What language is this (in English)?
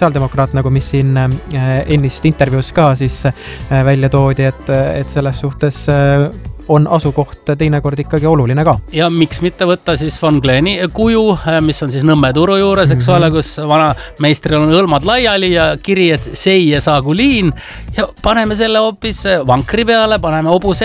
Estonian